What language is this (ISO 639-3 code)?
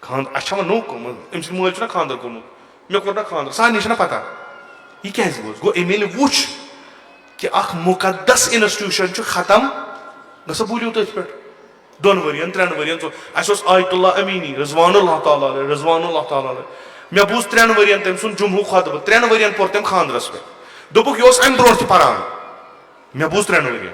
kas